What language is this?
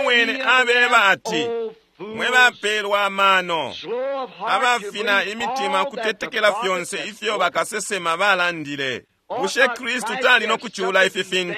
Bemba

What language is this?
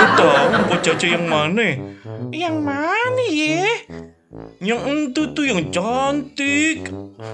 Betawi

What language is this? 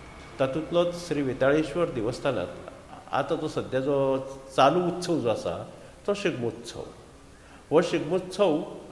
Konkani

